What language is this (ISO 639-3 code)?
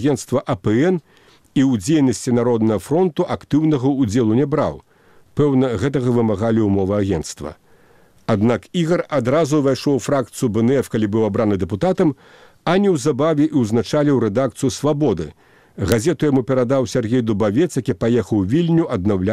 bel